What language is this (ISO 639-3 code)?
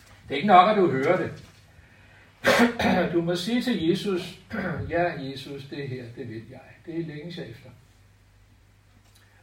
dan